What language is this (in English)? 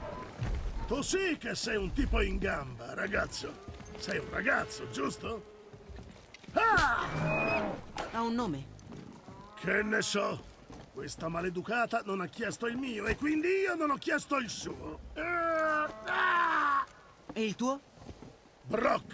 Italian